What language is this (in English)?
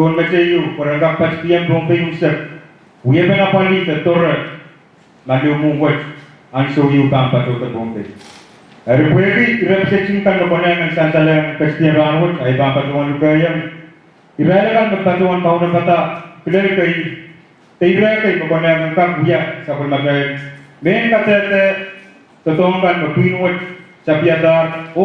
Pohnpeian